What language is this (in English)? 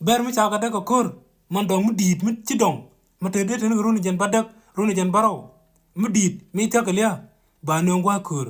Nuer